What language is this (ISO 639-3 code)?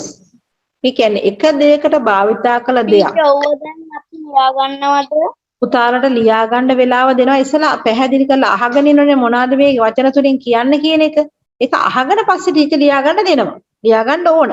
sin